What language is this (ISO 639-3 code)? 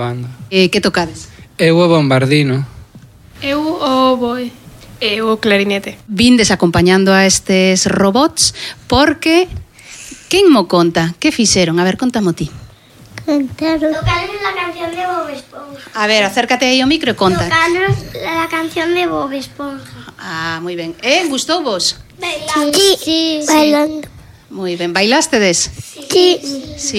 glg